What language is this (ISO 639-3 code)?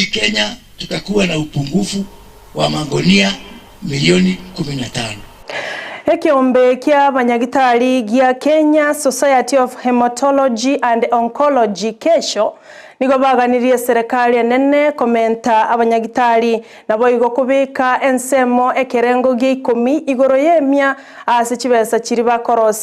guz